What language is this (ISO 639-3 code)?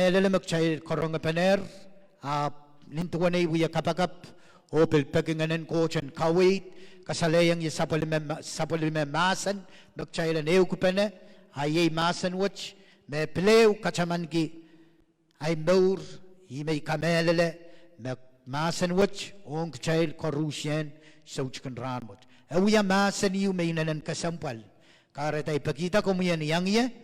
pon